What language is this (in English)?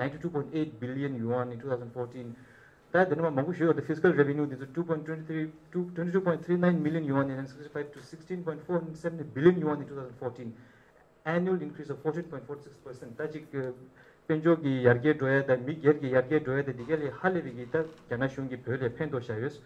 Tibetan